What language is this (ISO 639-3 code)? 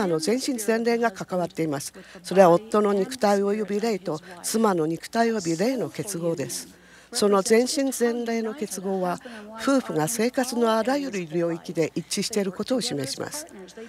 jpn